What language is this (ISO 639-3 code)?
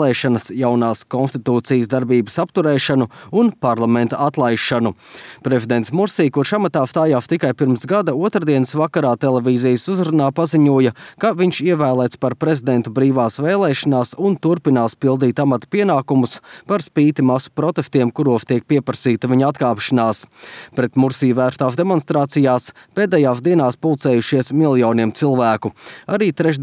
lav